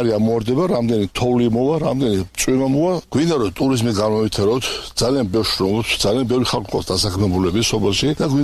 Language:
Georgian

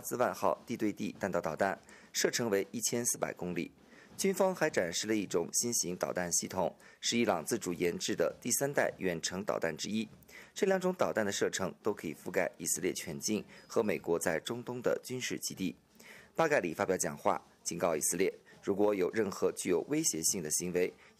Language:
Chinese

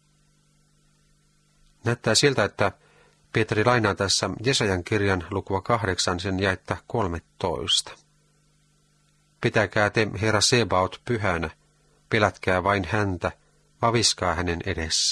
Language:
Finnish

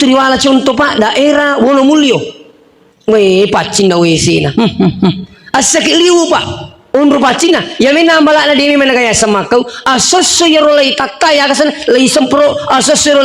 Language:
Buginese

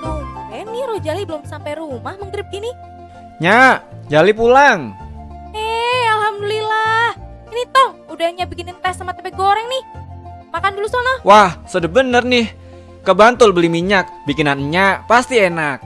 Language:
Betawi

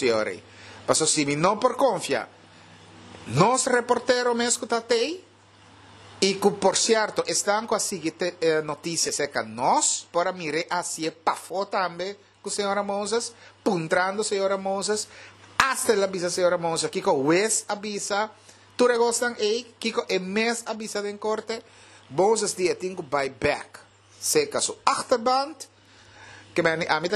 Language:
Papiamento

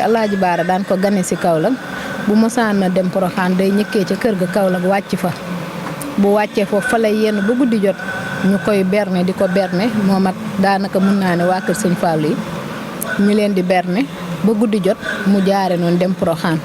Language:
Wolof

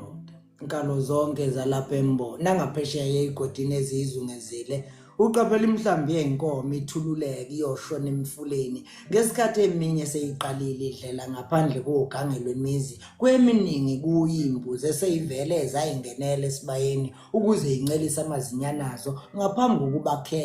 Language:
Zulu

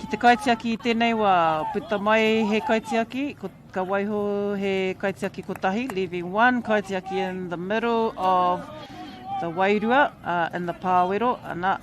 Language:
Māori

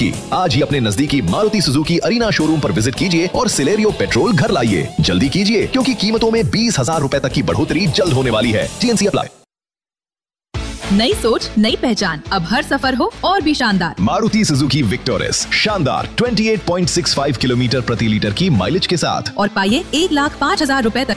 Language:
Hindi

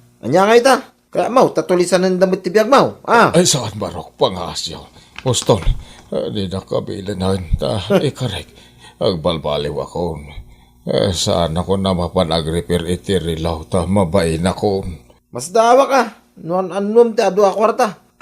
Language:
Iloko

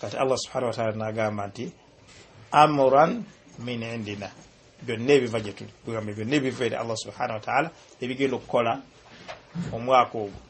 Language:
Ganda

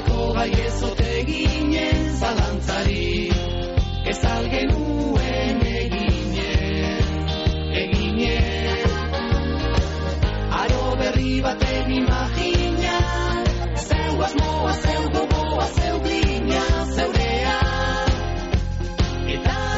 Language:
Basque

